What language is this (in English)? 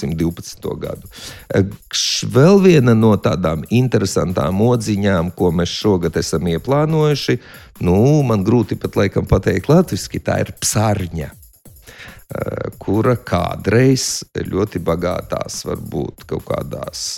Latvian